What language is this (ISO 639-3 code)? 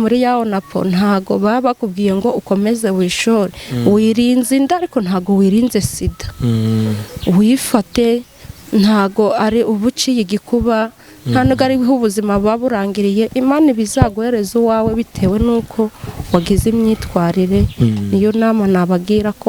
kin